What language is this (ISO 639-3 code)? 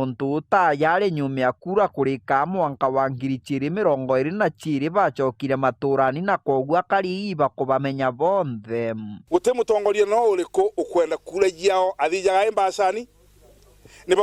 mer